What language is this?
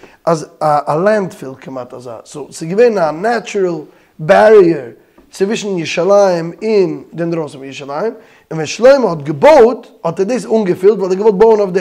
Yiddish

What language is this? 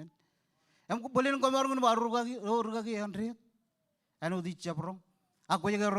Marshallese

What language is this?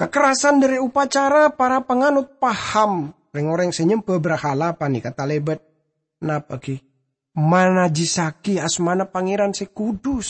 Madurese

